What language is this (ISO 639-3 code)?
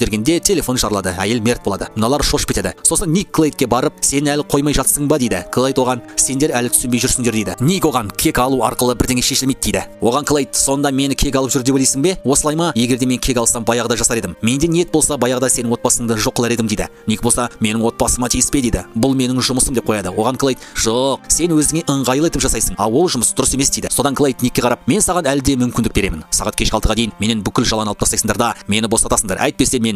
kaz